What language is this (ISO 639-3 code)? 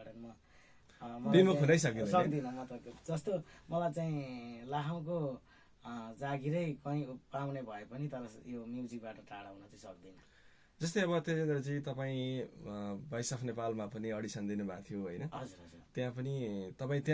nep